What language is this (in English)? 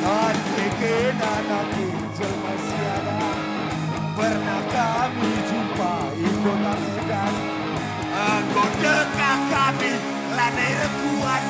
Batak Karo